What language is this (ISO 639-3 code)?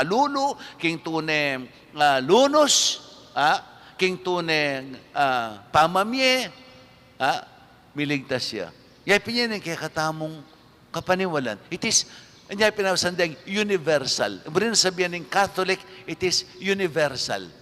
pam